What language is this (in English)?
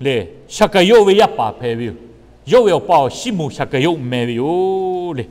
Lahu